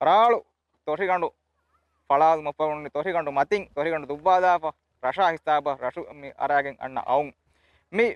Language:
Divehi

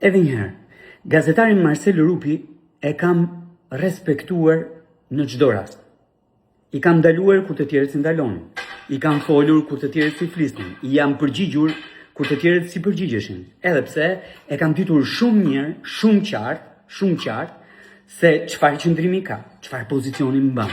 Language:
Albanian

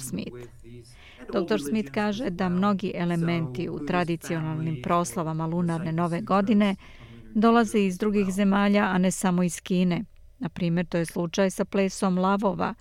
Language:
Serbian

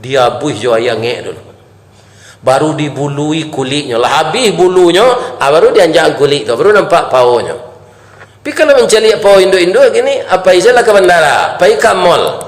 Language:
Minangkabau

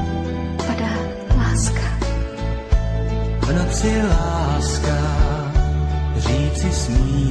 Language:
Czech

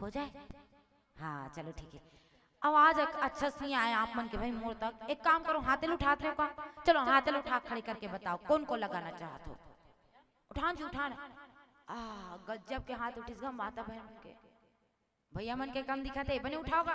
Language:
Chhattisgarhi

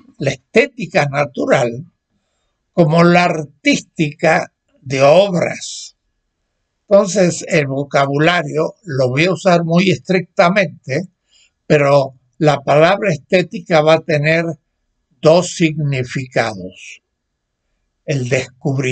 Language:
Spanish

